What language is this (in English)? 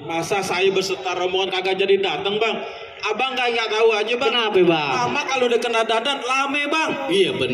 Betawi